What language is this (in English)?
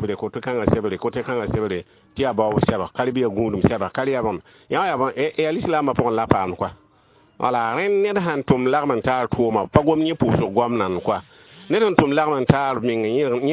Mossi